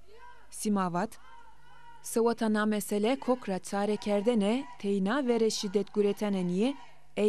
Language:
Zaza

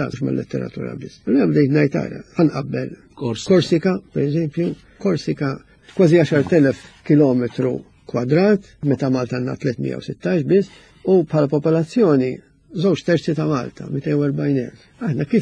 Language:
Maltese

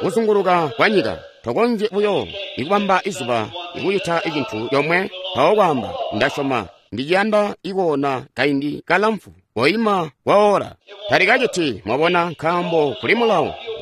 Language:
Tonga (Zambia)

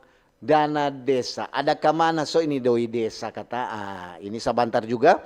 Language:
Manado Malay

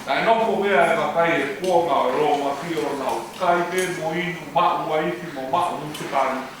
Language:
Tongan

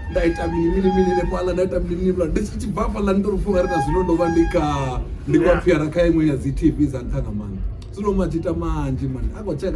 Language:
Venda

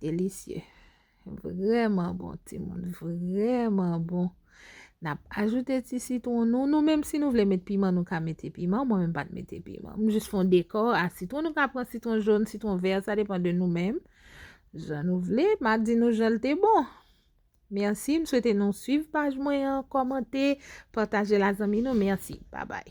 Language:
Haitian Creole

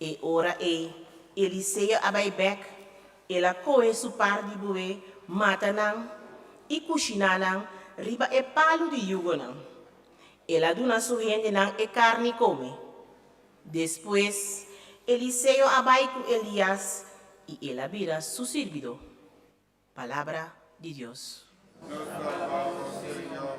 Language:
Papiamento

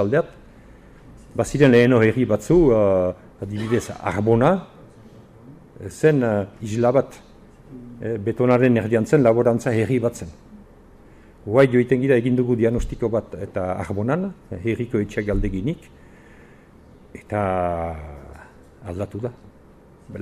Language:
Basque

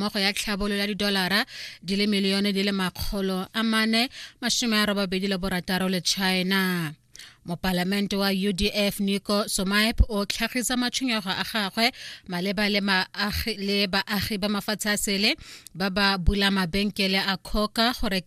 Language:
Tswana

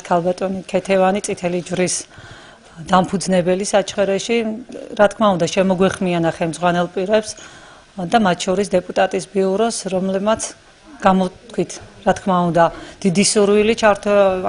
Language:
Georgian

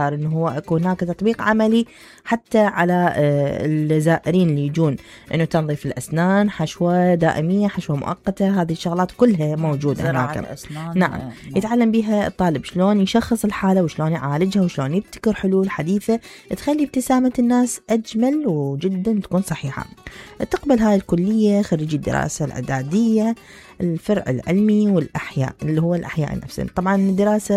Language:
Mesopotamian Arabic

